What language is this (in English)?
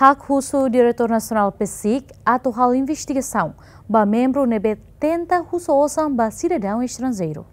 Tetum